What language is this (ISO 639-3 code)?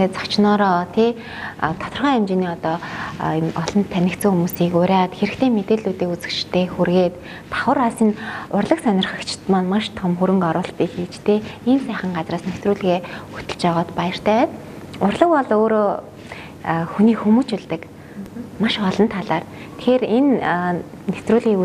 mon